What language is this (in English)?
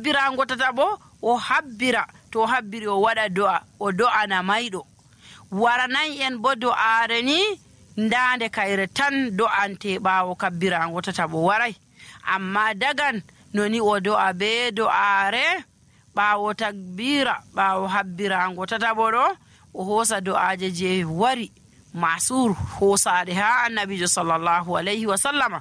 Nigerian Fulfulde